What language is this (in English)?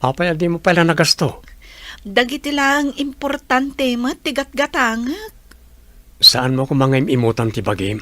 Iloko